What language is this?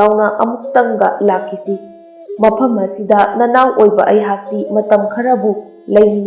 Manipuri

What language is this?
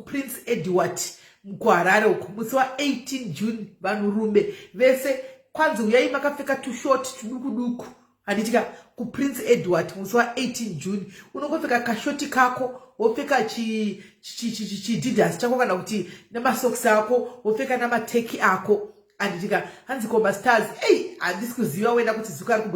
Shona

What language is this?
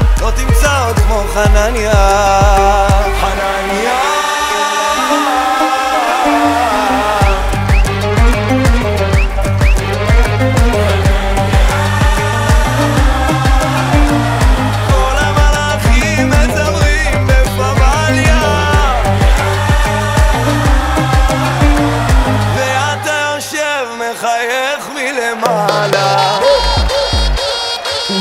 Hebrew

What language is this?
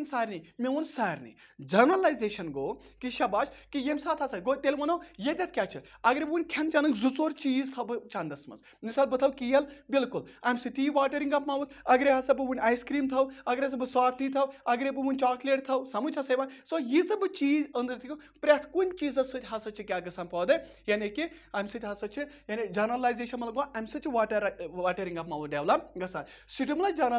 Kashmiri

